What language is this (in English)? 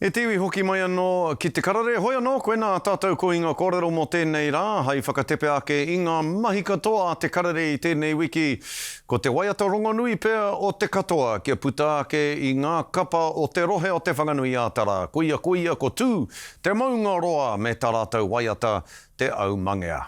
Māori